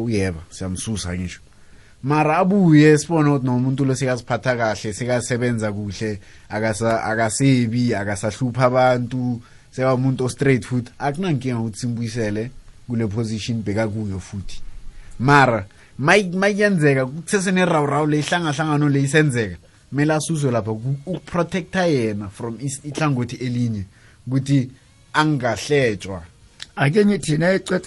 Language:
South Ndebele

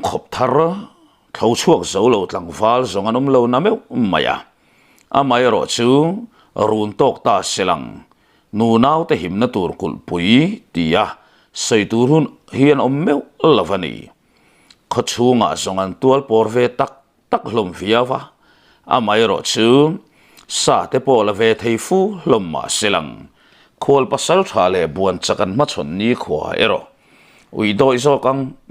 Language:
Mizo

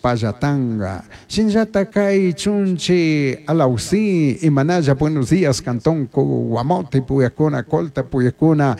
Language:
Chimborazo Highland Quichua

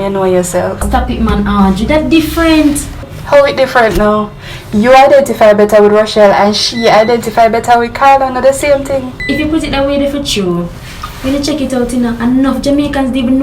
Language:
Jamaican Creole English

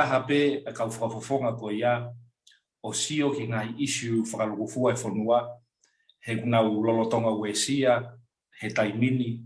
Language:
Tongan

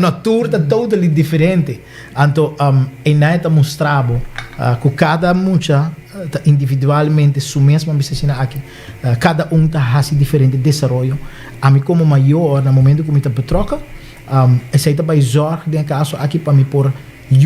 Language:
Papiamento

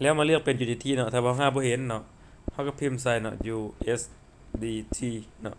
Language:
Lao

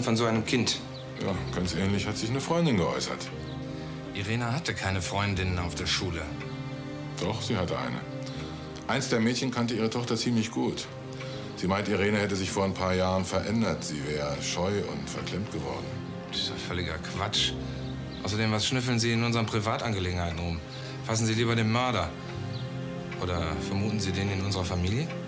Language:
German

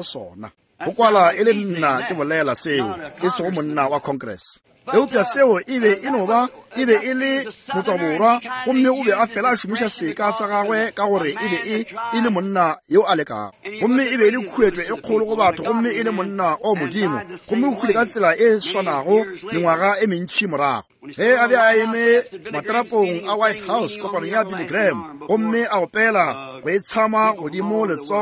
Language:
Northern Sotho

